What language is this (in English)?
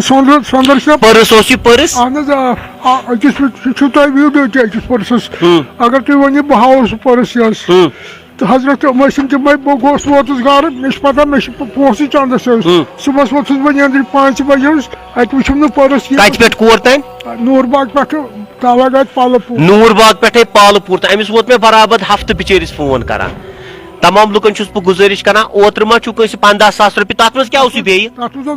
Kashmiri